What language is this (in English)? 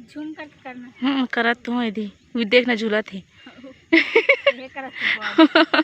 Chhattisgarhi